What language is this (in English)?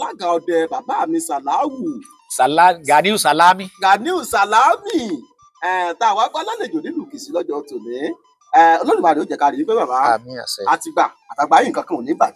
Yoruba